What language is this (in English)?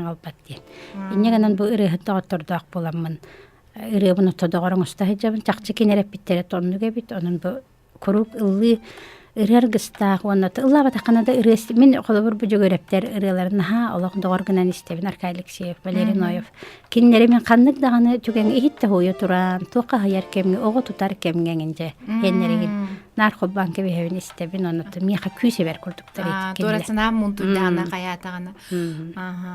Yakut